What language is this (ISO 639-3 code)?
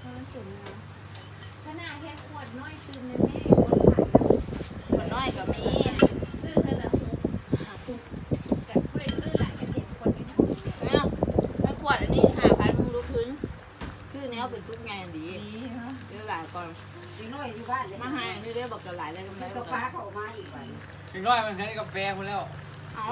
lao